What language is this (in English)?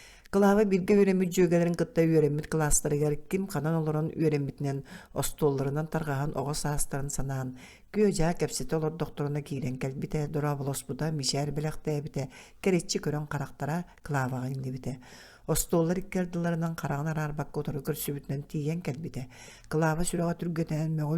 Yakut